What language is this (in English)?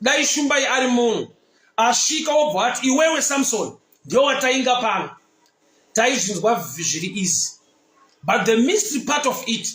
Shona